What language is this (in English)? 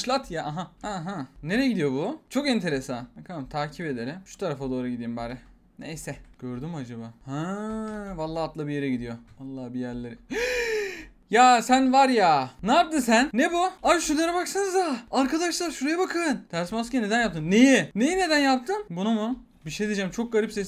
Turkish